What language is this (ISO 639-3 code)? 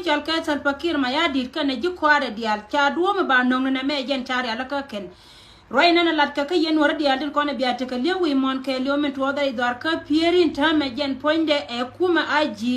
nus